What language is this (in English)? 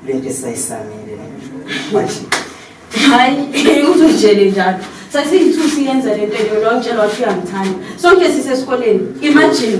North Ndebele